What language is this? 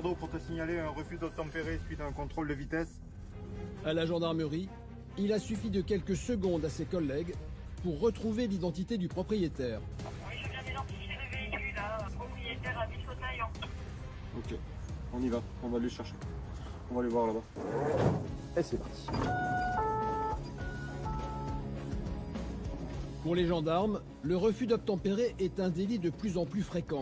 French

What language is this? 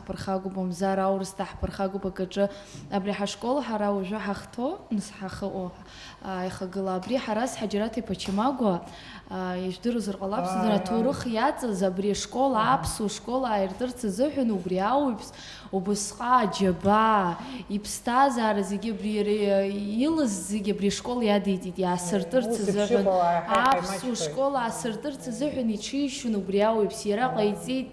Abkhazian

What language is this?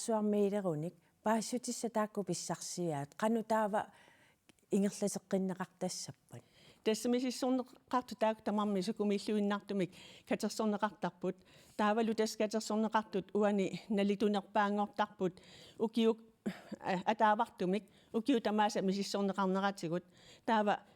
Kalaallisut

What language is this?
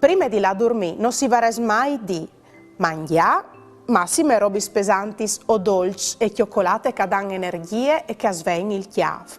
Friulian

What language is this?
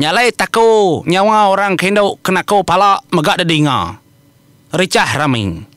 Iban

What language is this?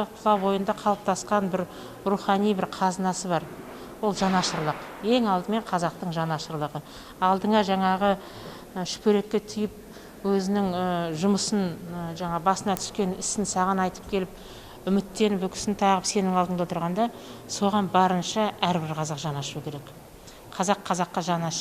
Kazakh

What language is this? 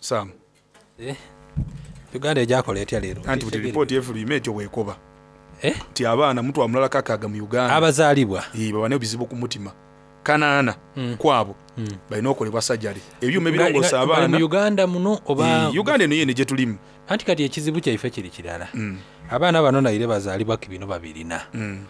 Soga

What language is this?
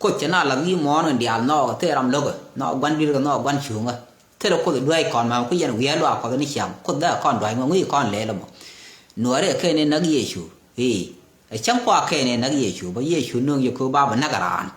Nuer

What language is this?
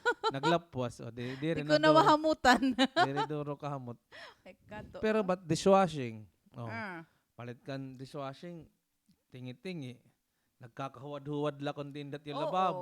Waray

